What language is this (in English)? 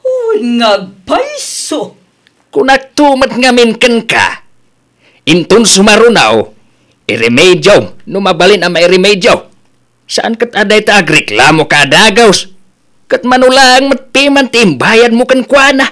Iloko